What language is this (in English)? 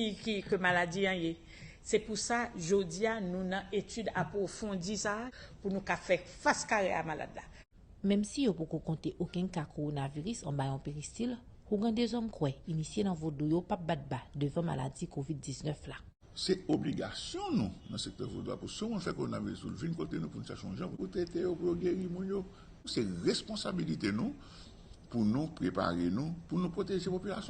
Haitian Creole